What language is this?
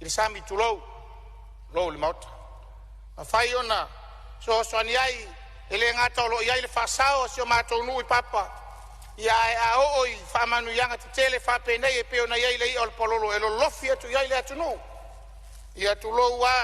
Samoan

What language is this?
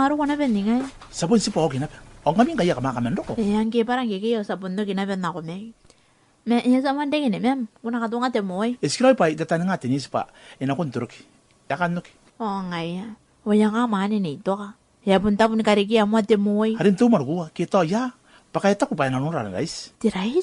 Gilbertese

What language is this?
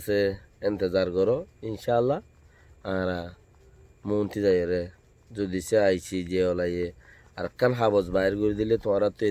Rohingya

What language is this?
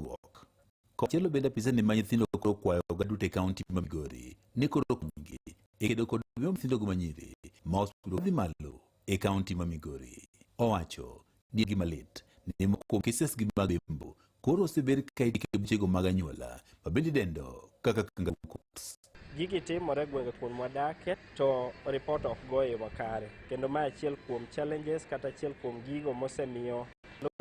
Luo (Kenya and Tanzania)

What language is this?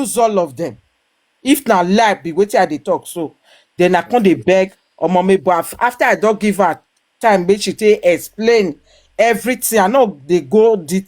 Nigerian Pidgin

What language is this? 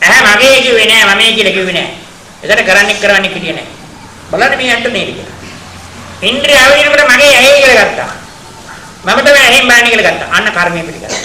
Sinhala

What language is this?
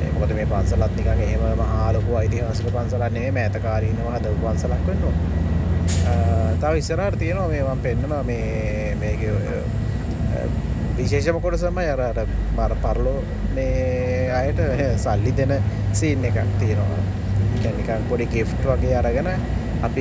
Sinhala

